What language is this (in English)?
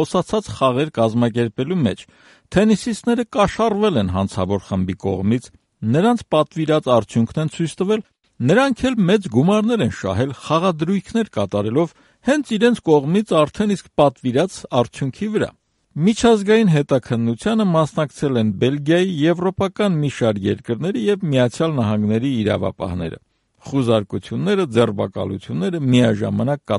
Armenian